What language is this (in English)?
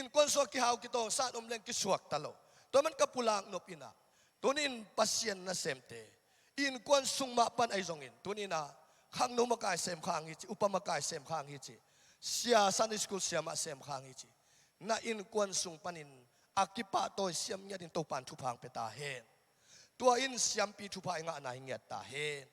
Tedim Chin